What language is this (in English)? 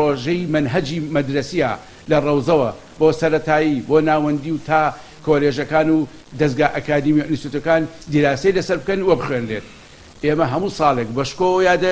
Central Kurdish